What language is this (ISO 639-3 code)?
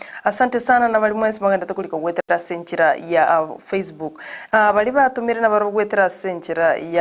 guz